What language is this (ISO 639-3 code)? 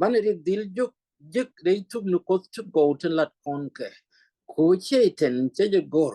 nus